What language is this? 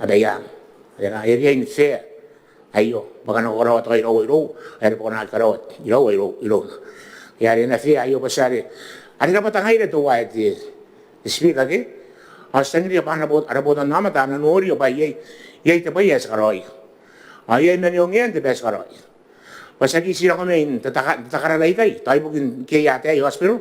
Gilbertese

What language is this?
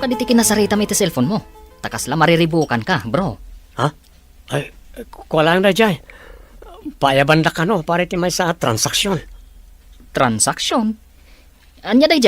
Iloko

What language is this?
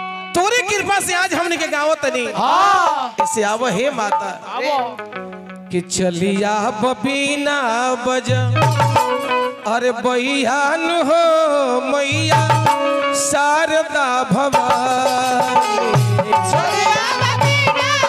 Bhojpuri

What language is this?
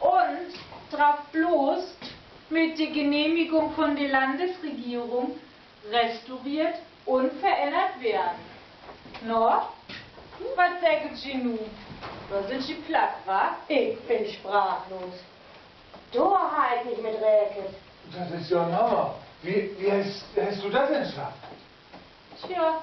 Low German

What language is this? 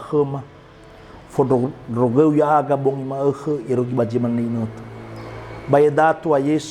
Nias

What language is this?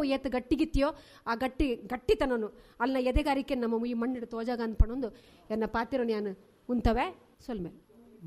Tulu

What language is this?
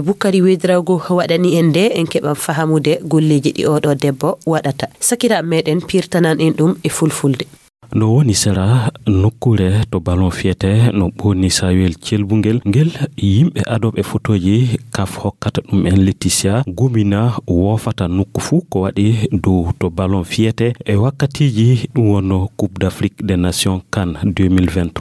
Fula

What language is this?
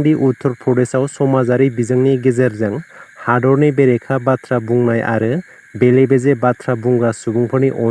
Bodo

